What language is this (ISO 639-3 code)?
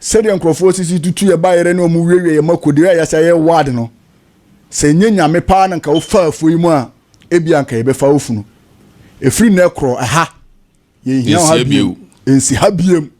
aka